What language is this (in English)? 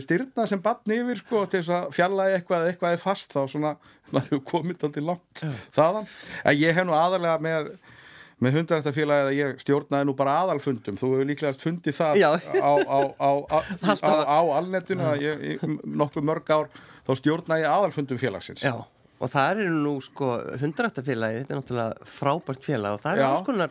Icelandic